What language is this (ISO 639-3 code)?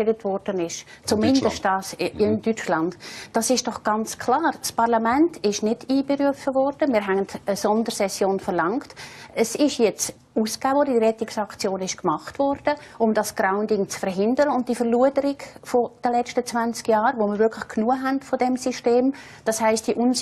gsw